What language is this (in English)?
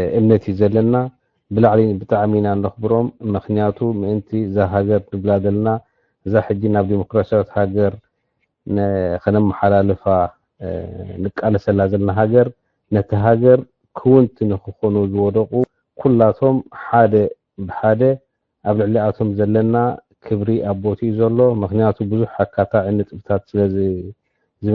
Tigrinya